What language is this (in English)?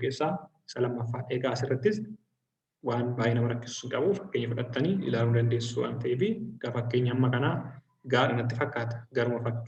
Oromo